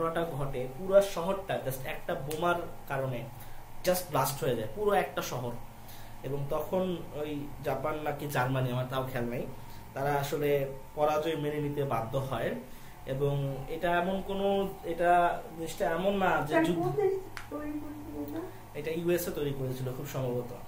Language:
Bangla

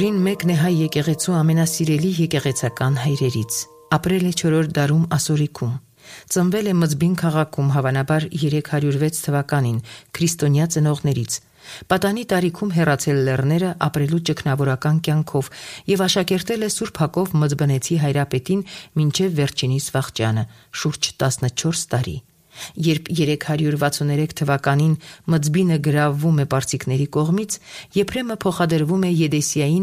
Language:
Armenian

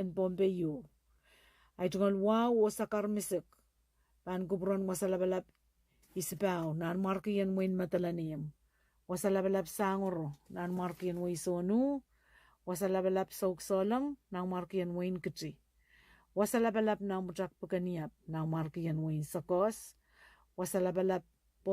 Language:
Pohnpeian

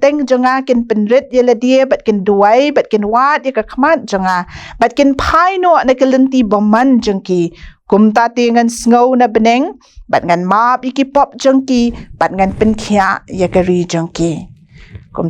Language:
Khasi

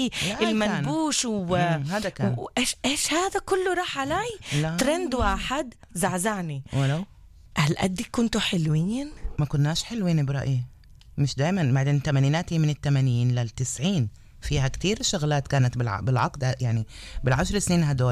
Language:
North Levantine Arabic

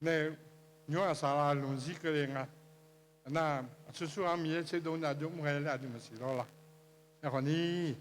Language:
Akha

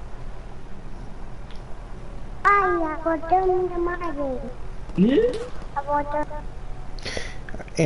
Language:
Spanish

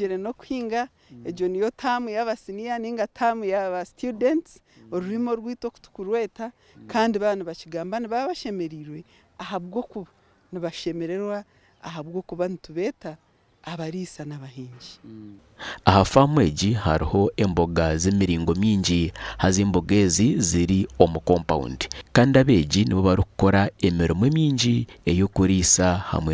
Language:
Nyankole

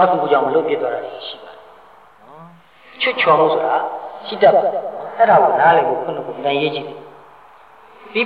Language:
Burmese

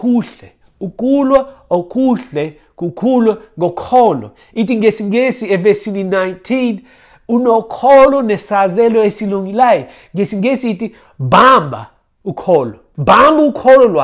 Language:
Xhosa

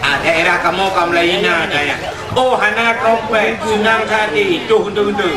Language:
Achinese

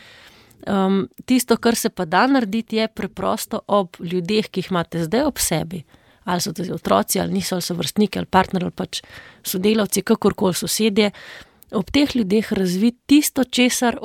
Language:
Slovenian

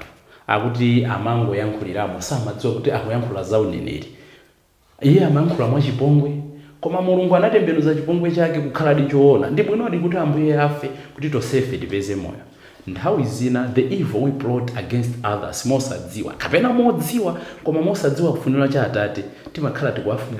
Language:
Nyanja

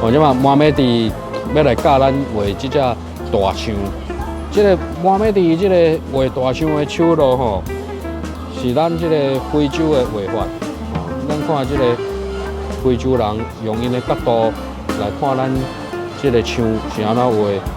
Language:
Min Nan Chinese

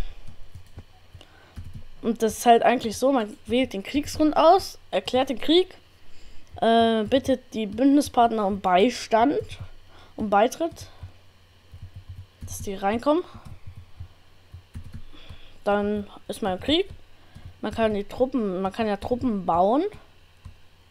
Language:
German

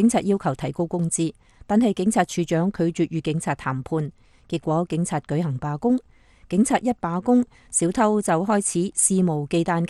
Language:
Cantonese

